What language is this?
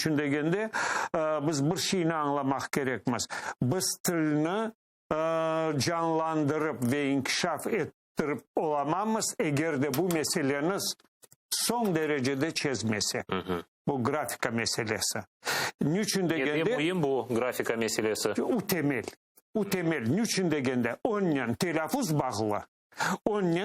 Crimean Tatar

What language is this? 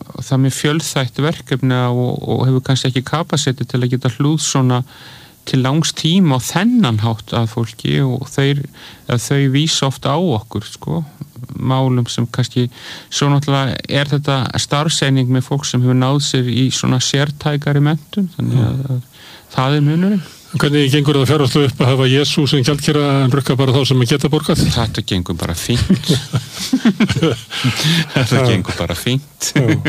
Icelandic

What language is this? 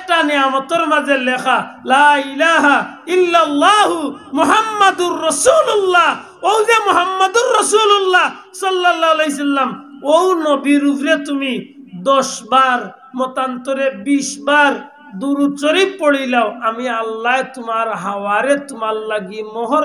Sylheti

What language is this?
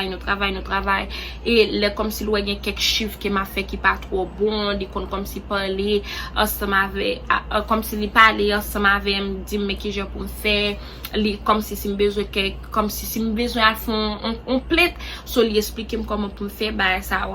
Haitian Creole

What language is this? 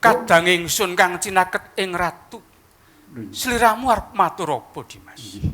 Javanese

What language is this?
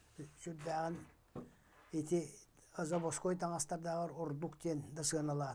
Yakut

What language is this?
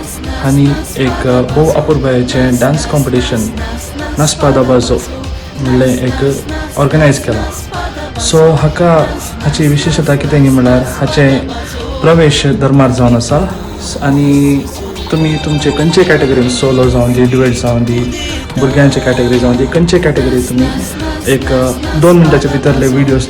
Konkani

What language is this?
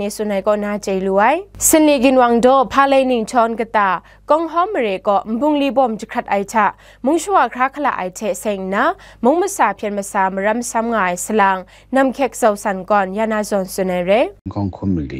Kachin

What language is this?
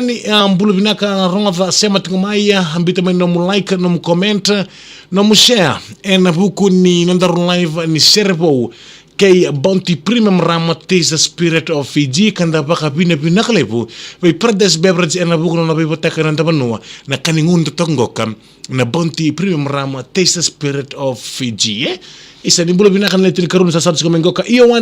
Fijian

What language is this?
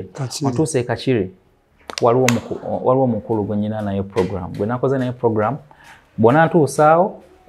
Ganda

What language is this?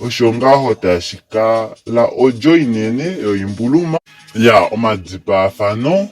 Kuanyama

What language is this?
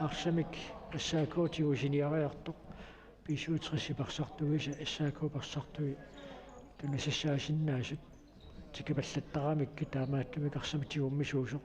Kalaallisut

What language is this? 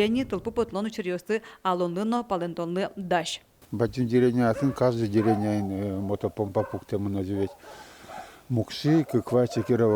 Udmurt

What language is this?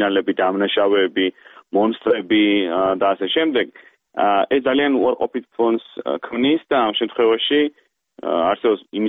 Georgian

